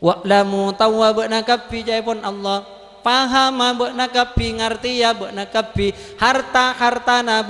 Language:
Madurese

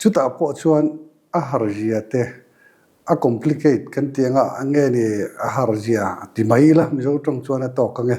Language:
Mizo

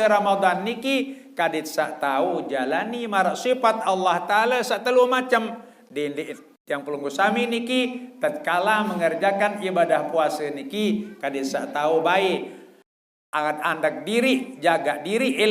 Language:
Sasak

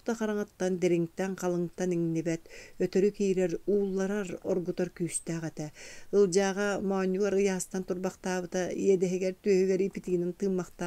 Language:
Yakut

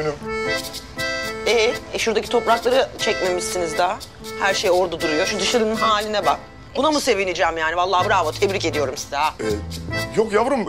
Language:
Turkish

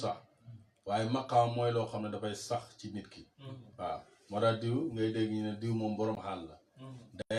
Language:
Wolof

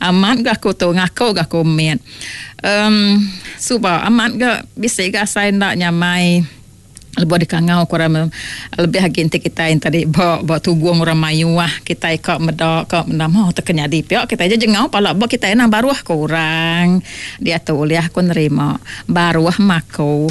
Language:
Iban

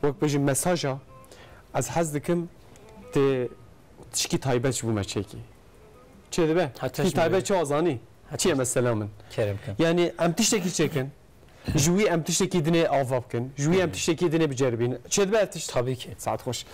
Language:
Kurdish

